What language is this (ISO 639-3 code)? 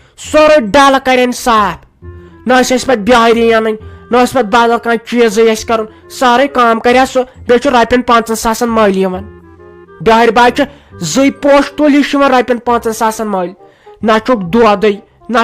kas